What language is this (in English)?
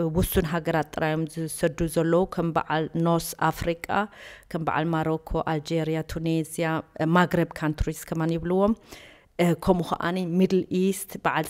Tigrinya